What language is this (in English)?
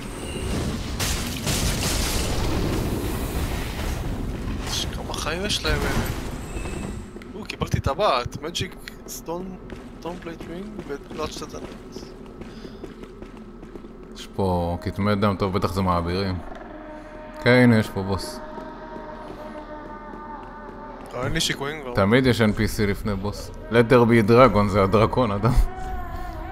Hebrew